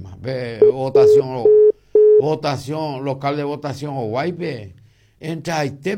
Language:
Guarani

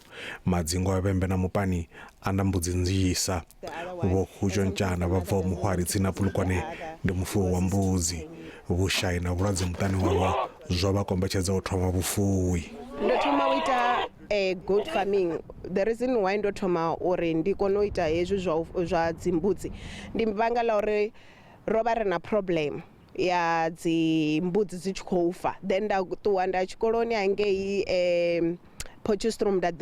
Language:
Venda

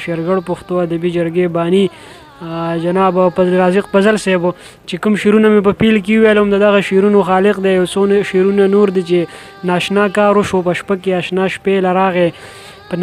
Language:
Pashto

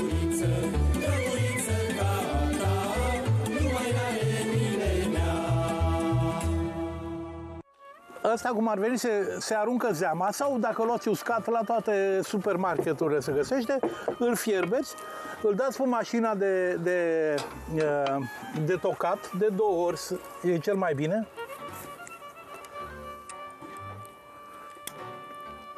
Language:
Romanian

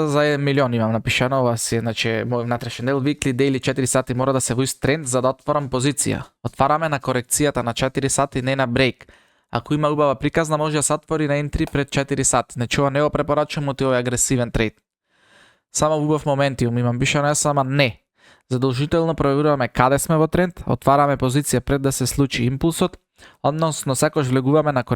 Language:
Macedonian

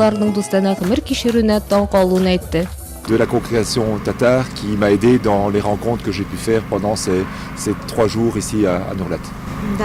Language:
Tatar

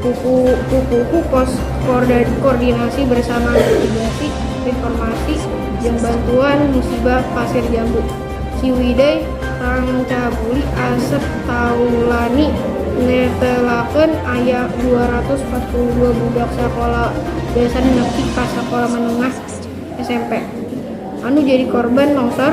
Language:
Sundanese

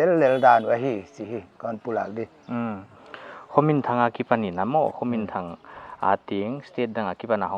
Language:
Paite Chin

